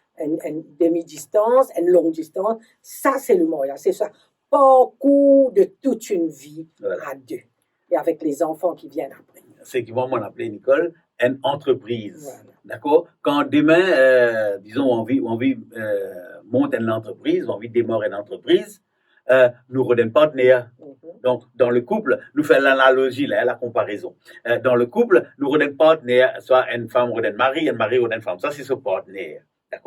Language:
Morisyen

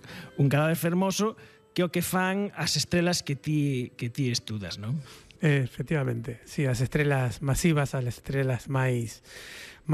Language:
Galician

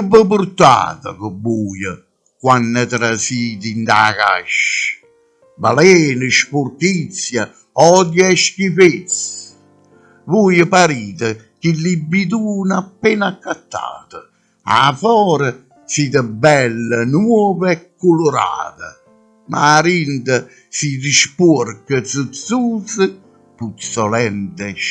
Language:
Neapolitan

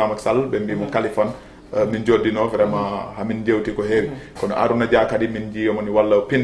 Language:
Fula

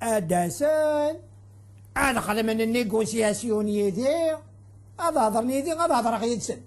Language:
Kabyle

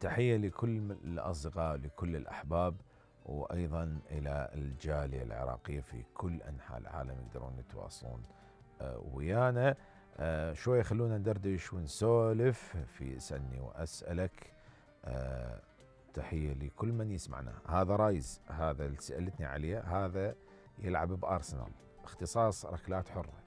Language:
Mesopotamian Arabic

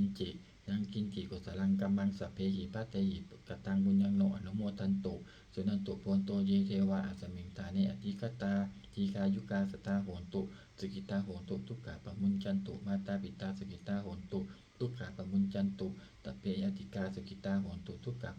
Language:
Pali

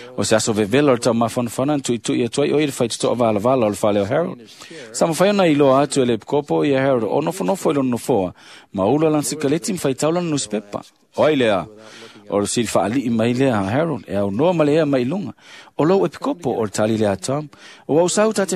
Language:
Samoan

